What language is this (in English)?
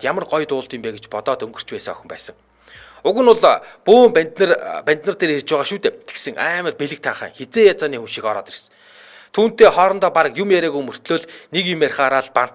Mongolian